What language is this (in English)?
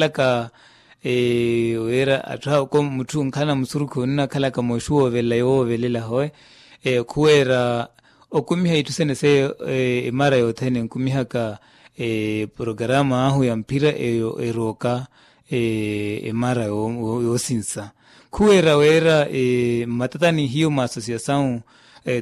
Makhuwa